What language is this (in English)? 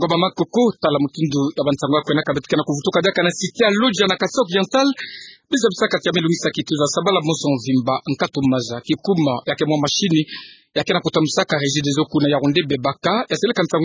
Kituba (Democratic Republic of Congo)